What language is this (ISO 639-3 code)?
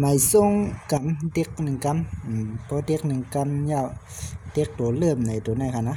shn